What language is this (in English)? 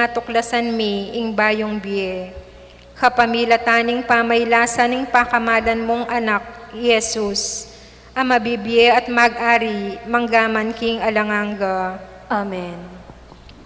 Pampanga